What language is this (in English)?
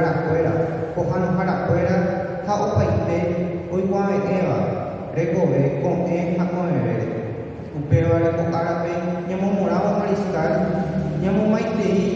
Guarani